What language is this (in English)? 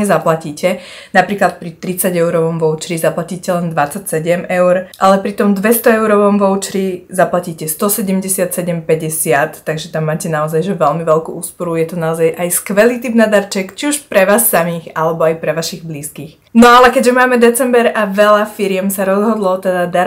Slovak